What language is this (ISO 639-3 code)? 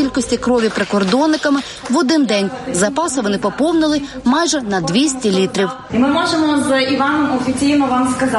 ukr